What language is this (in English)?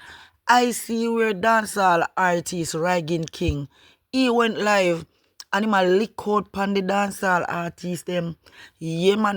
Jamaican Creole English